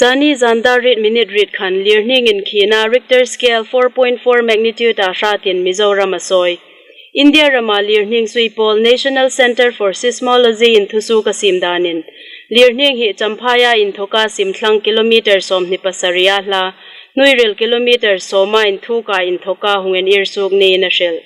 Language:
Hmar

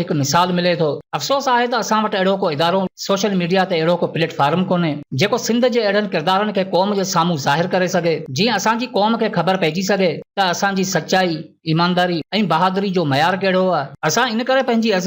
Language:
Sindhi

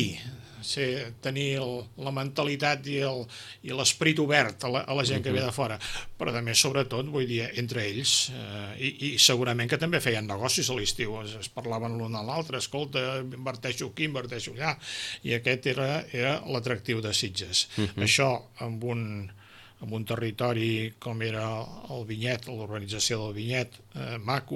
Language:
Catalan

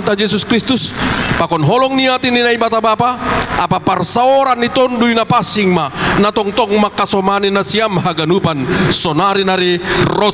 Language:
Batak Simalungun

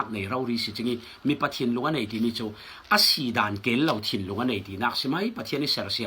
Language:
Falam Chin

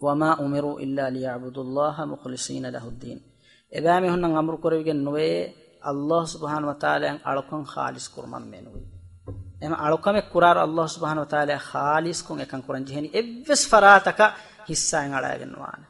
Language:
Divehi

